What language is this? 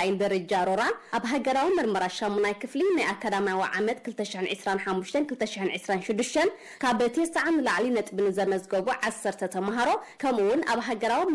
Tigrinya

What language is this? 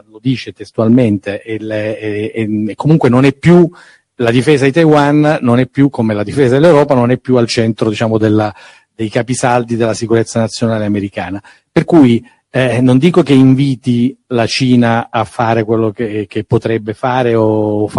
Italian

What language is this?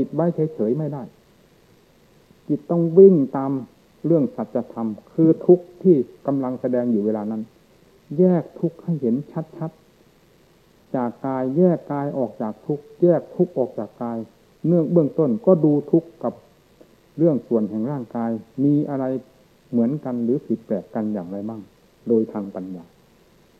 Thai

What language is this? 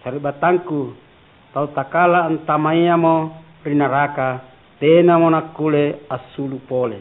Makasar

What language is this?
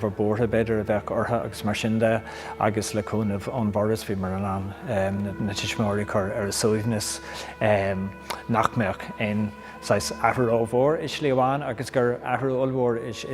Irish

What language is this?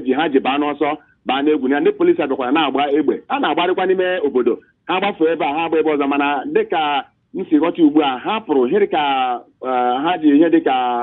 Igbo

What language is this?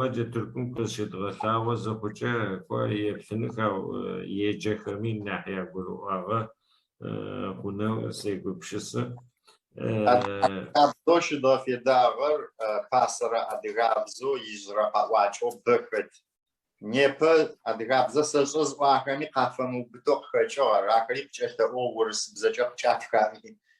Adyghe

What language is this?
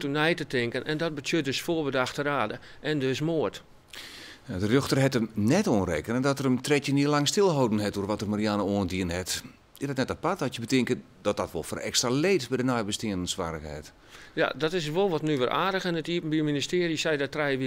Western Frisian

